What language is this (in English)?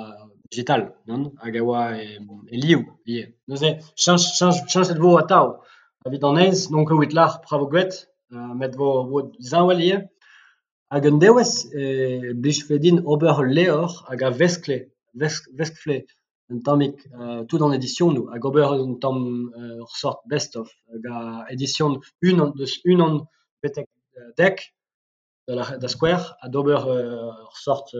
Breton